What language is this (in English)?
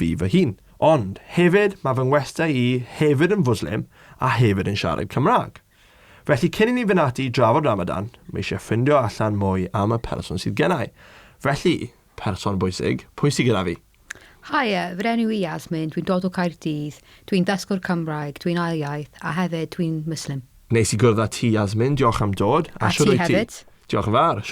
Welsh